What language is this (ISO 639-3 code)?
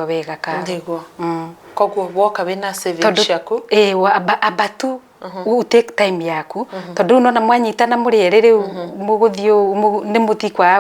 kik